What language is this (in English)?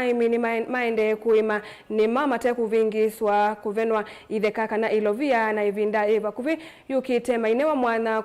Kamba